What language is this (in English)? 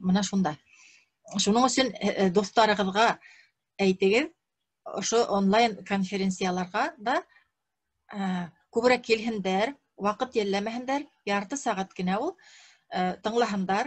Bashkir